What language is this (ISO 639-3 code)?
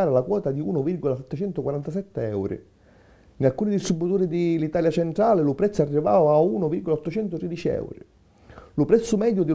scn